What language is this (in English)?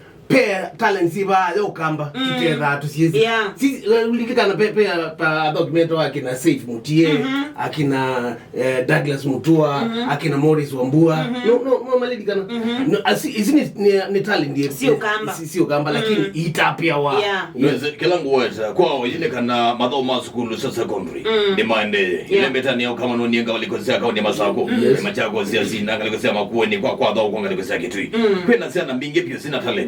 Kamba